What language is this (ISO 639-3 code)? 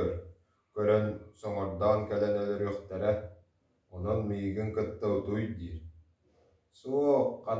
sah